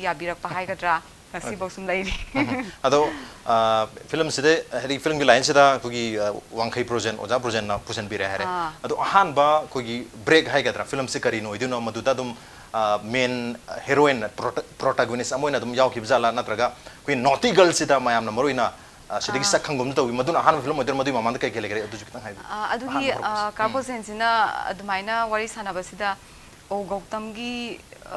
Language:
Manipuri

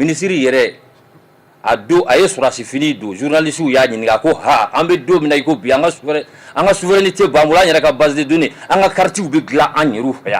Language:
Bambara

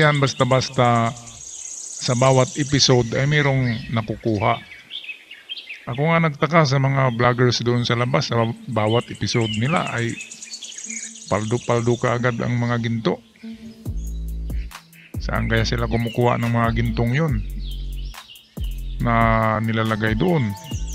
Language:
Filipino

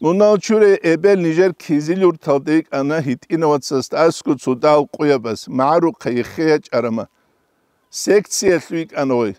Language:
Avaric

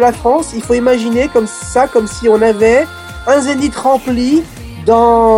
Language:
French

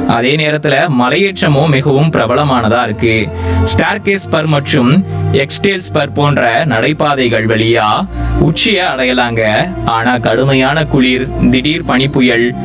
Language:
Tamil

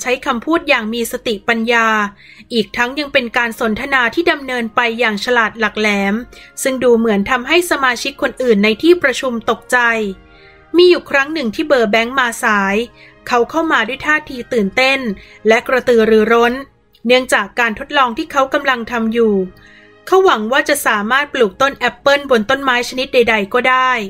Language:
Thai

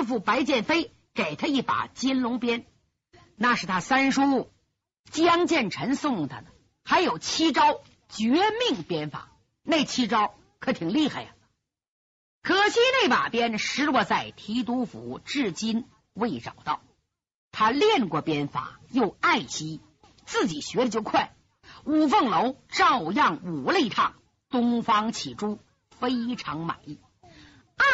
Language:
Chinese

